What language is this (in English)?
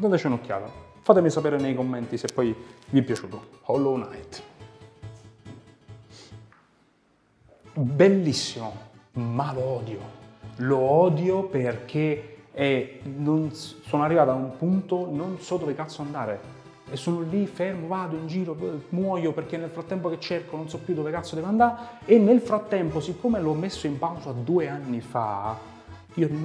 Italian